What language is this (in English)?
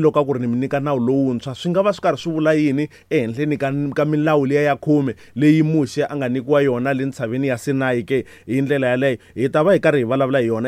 Tsonga